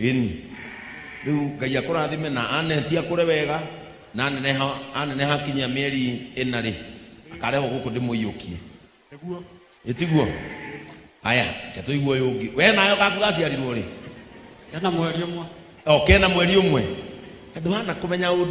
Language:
Kikuyu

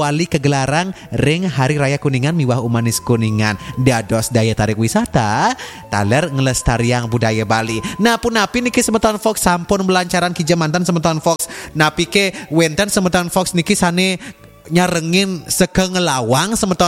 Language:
Balinese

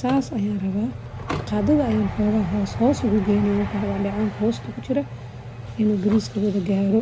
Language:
Somali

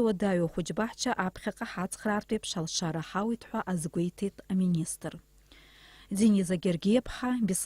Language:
Abkhazian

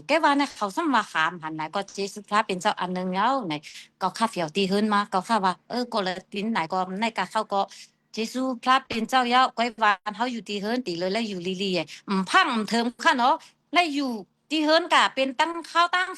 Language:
Shan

